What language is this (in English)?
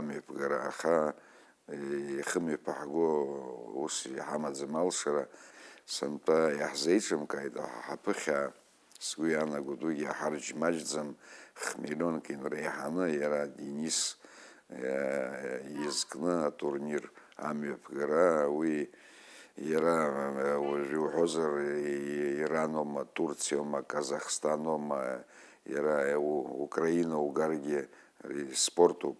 Abkhazian